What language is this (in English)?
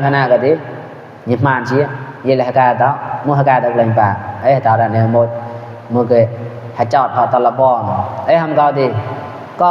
Mon